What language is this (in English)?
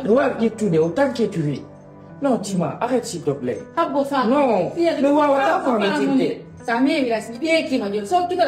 Pular